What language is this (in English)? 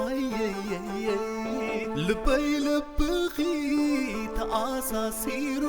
Tigrinya